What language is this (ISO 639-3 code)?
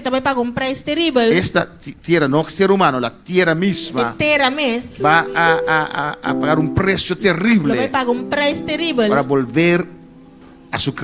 pap